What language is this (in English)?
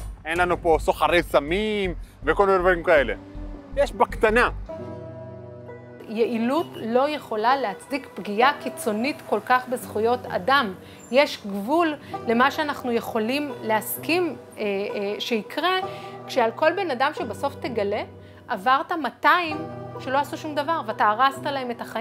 Hebrew